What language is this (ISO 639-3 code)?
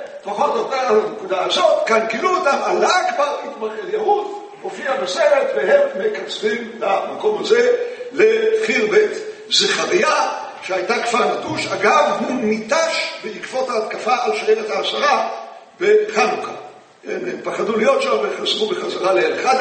heb